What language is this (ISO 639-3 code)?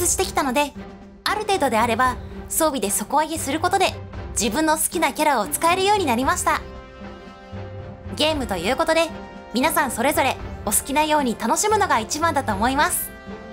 jpn